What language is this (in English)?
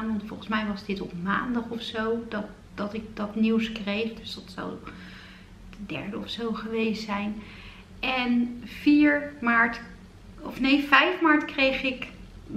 Dutch